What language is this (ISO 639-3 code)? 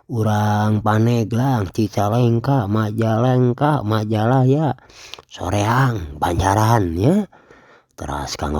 sun